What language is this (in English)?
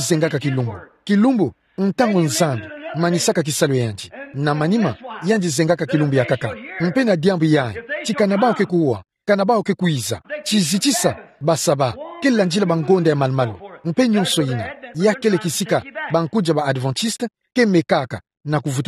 Kituba (Democratic Republic of Congo)